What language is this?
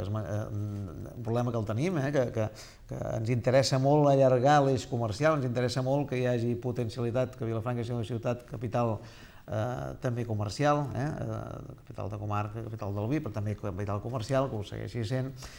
Catalan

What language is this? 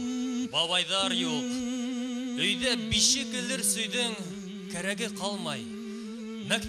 Bashkir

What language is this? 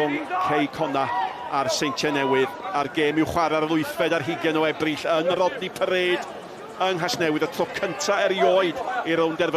Welsh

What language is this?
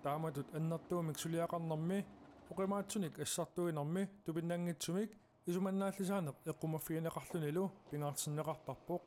Kalaallisut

